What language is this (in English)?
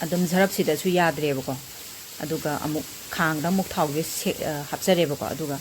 Manipuri